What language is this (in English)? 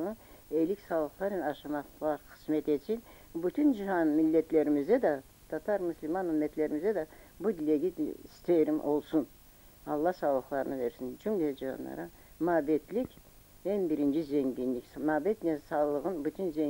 Crimean Tatar